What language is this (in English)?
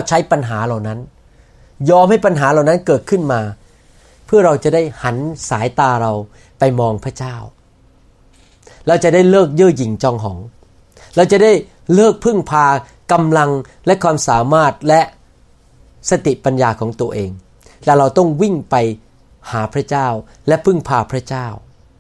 Thai